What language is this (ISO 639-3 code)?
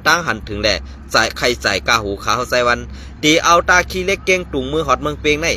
shn